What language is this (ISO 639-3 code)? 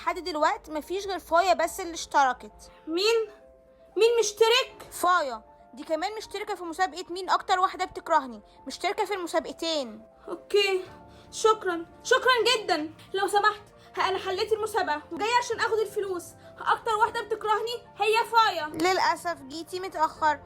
arz